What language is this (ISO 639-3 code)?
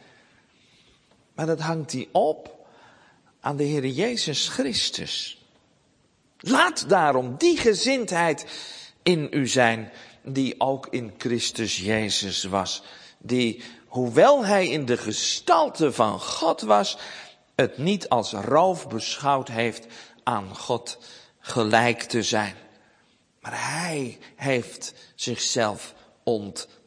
nld